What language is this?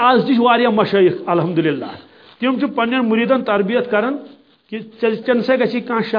Kashmiri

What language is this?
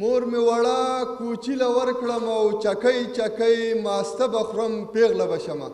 Pashto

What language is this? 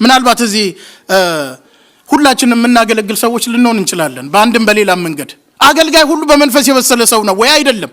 Amharic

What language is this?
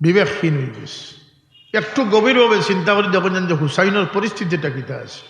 Sylheti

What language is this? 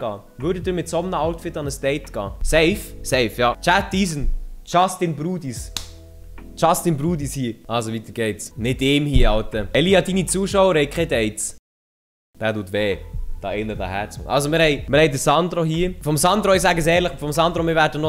Swiss German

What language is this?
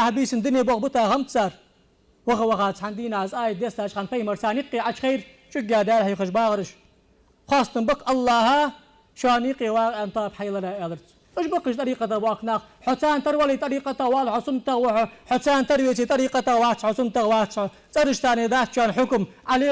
Ingush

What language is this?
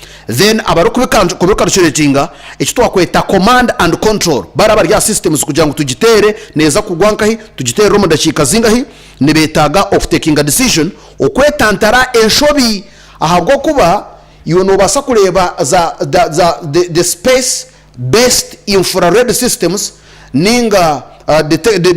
Nyankole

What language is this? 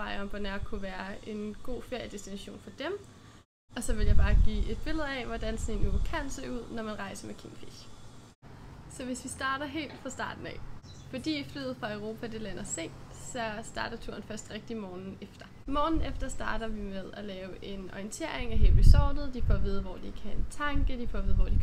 Danish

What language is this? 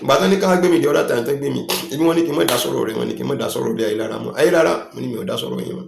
Yoruba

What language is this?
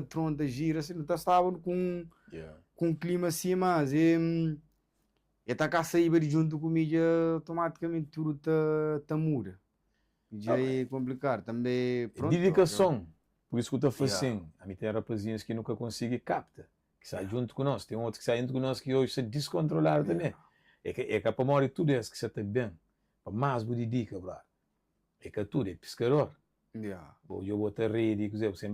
Kabuverdianu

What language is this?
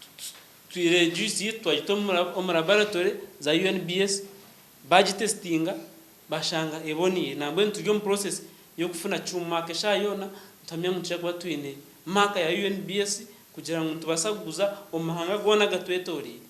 Nyankole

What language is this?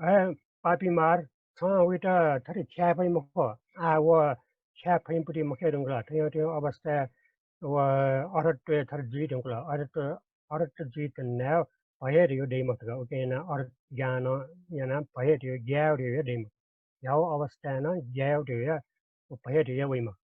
Newari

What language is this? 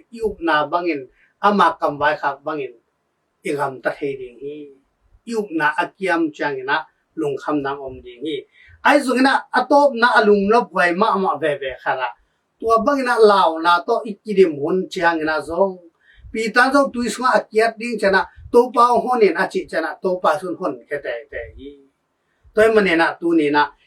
Tedim Chin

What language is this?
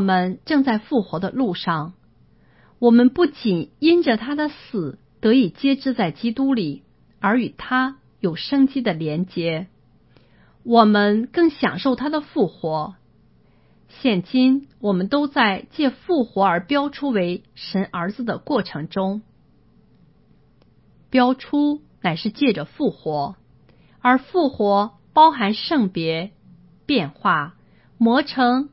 Chinese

